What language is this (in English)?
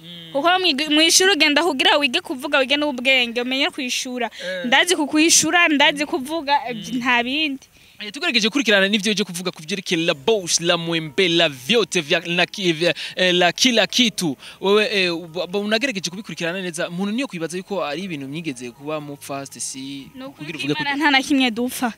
Rundi